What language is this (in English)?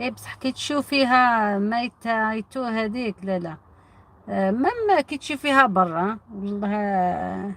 Algerian Arabic